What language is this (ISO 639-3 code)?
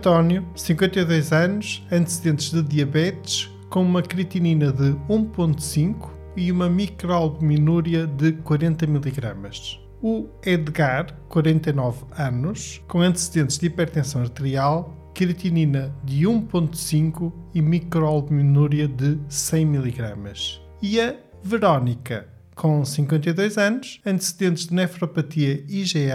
por